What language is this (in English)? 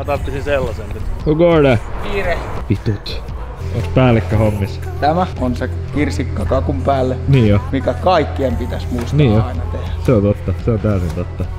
Finnish